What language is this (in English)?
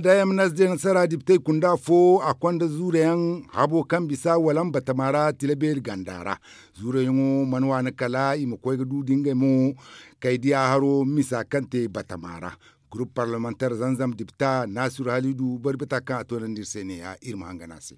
Zarma